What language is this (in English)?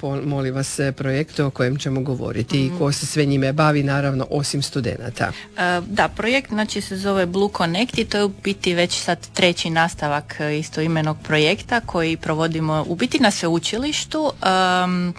Croatian